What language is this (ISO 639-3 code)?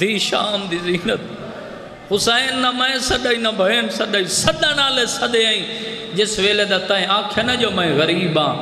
skr